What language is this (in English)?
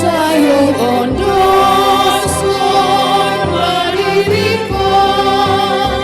Batak Simalungun